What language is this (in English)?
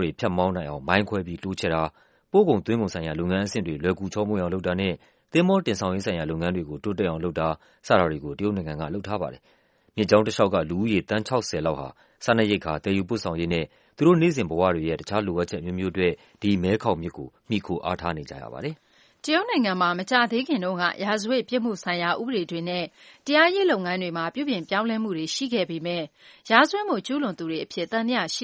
Burmese